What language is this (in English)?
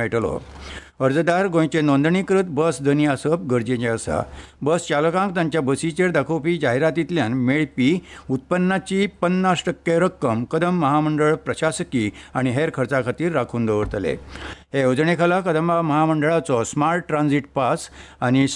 Konkani